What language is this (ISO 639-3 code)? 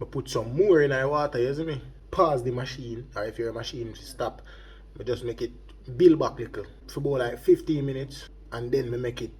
jam